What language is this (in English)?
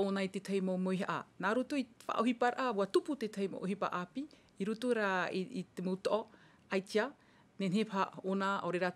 Tahitian